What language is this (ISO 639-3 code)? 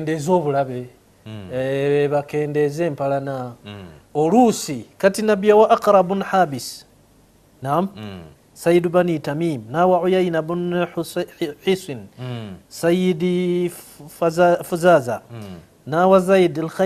lug